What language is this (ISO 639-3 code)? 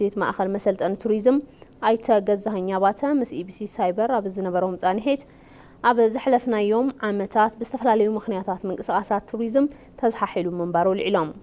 tir